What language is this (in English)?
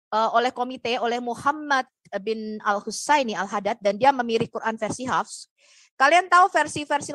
Indonesian